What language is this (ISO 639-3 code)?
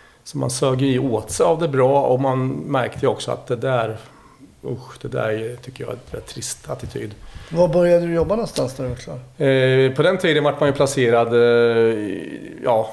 swe